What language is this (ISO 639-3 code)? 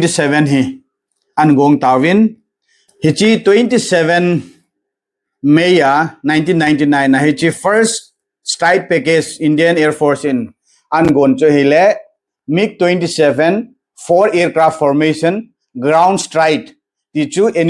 tcz